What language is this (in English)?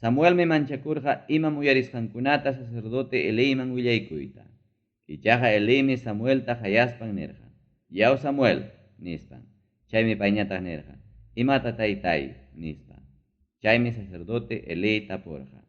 Ayacucho Quechua